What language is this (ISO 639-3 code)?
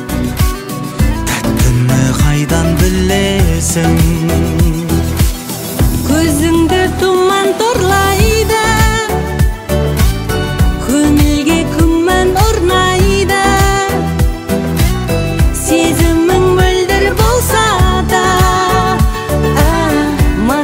kaz